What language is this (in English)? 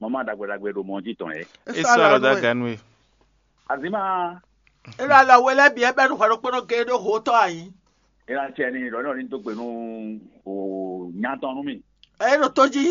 Fon